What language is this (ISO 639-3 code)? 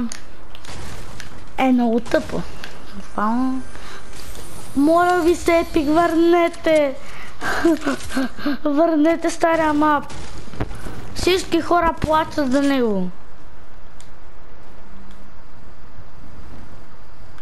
bul